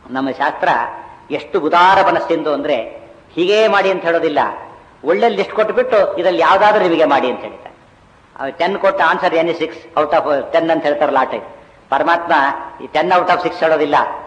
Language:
Kannada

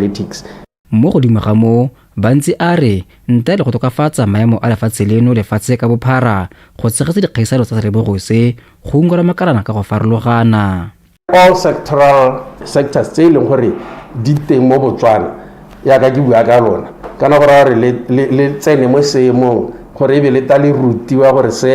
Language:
Tswana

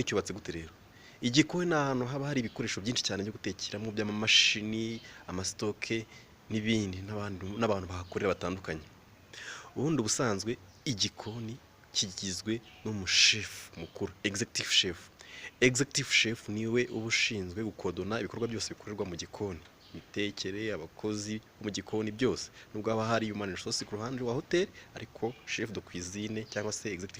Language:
Kinyarwanda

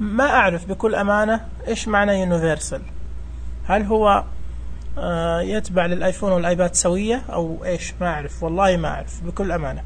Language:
Najdi Arabic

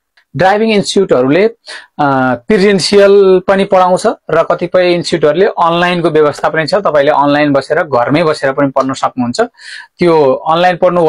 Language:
Nepali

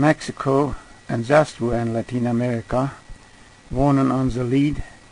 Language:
Plautdietsch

